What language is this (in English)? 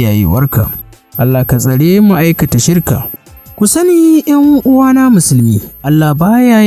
Hausa